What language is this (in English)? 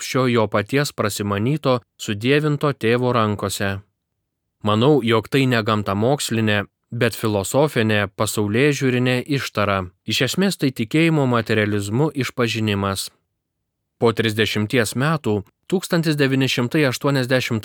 Lithuanian